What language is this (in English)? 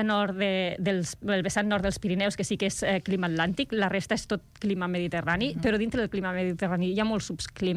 Catalan